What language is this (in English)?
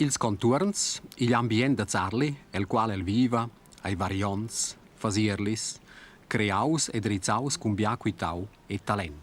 Romansh